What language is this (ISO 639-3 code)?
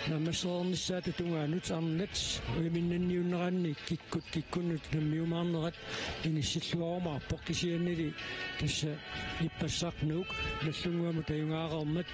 kal